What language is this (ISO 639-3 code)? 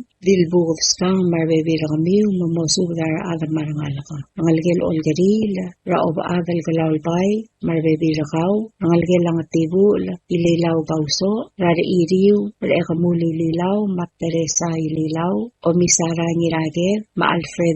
pau